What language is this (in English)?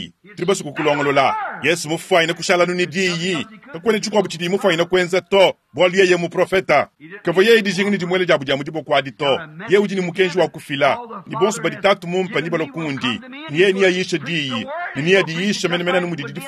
Luba-Lulua